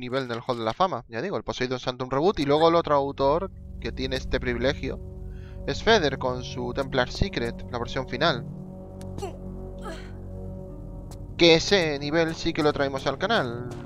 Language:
Spanish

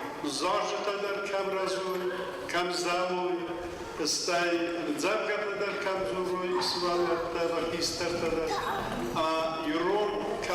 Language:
Ossetic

